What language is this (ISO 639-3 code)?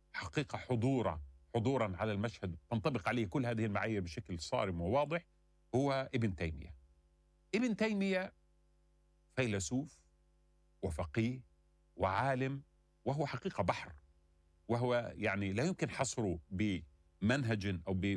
ara